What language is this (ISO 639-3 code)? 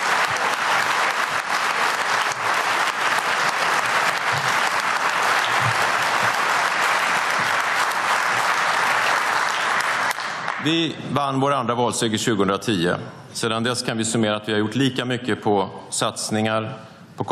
swe